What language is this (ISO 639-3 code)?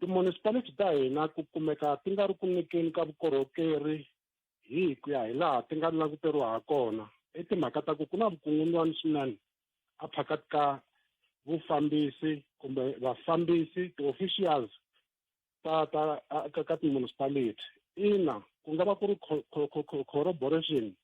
tso